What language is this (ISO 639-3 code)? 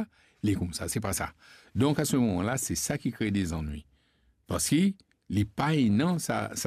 mfe